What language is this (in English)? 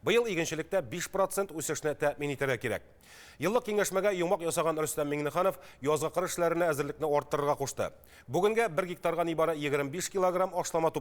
Tatar